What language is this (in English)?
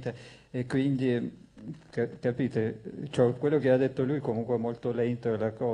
Italian